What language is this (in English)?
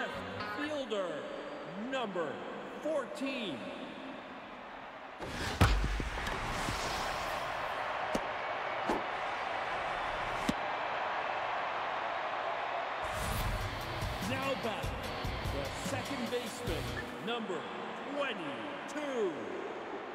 English